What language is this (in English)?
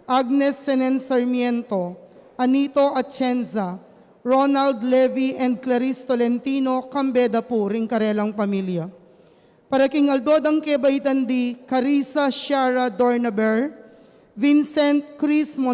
Pampanga